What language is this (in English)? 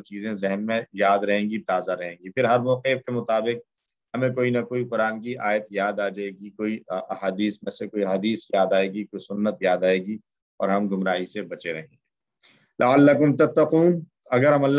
Urdu